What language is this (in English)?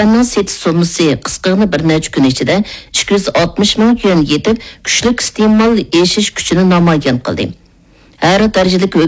Uyghur